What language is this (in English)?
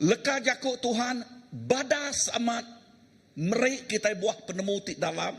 Iban